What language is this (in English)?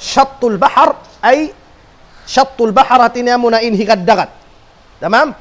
Tausug